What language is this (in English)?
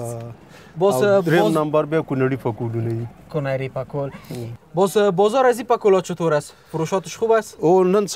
Persian